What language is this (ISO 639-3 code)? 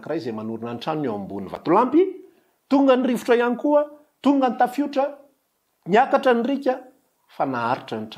mlg